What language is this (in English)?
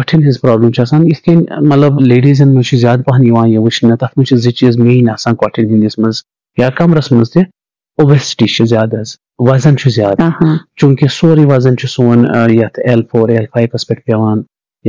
Kashmiri